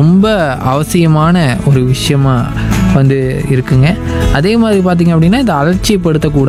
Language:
Tamil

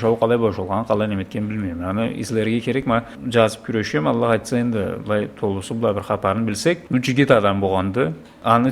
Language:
Karachay-Balkar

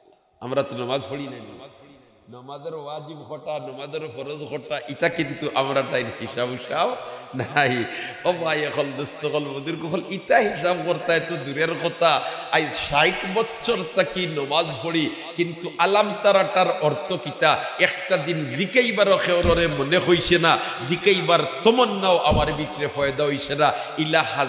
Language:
Sylheti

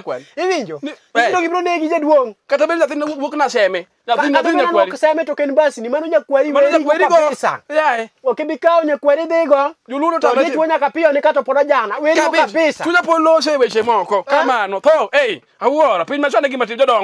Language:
Luo (Kenya and Tanzania)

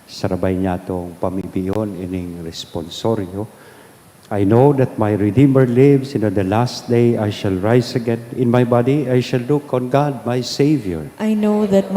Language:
Bikol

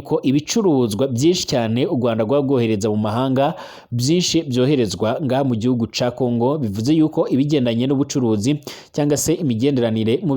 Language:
Rundi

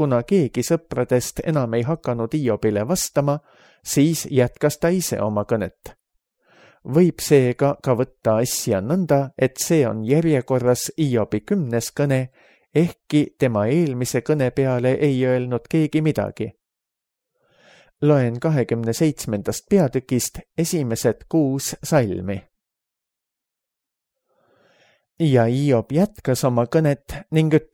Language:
Estonian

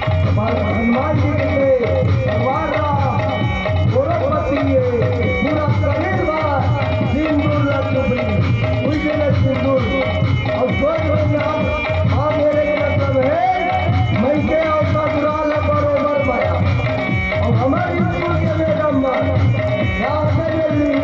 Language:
Chhattisgarhi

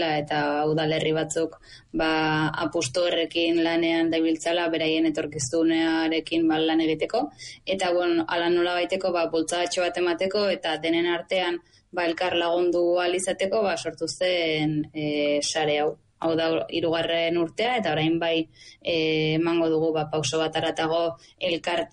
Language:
Basque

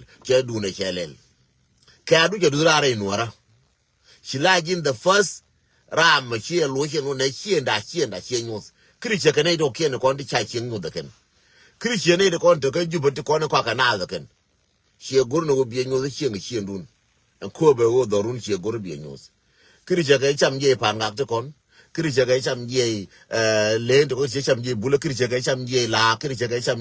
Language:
Nuer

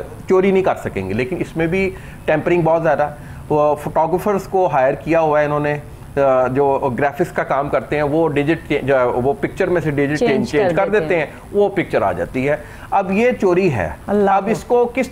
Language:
Urdu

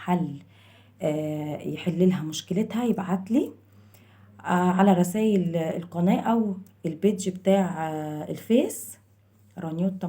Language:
Egyptian Arabic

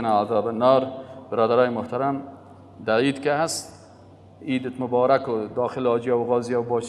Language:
Persian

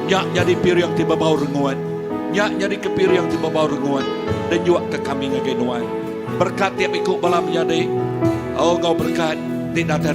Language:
Iban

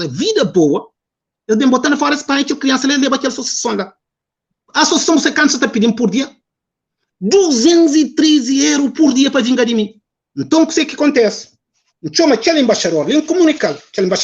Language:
Kabuverdianu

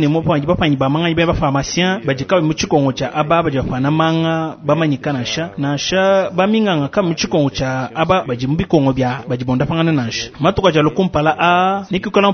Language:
Luba-Lulua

